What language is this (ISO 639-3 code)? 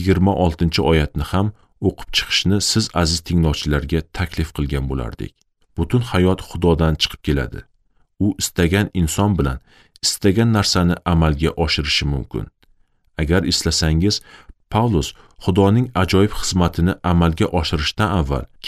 uzb